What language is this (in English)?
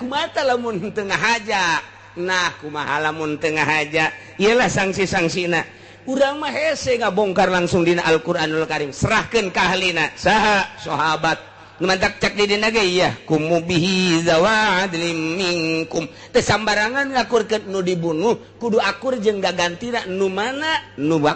Sundanese